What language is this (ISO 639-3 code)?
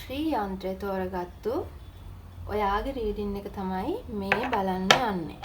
sin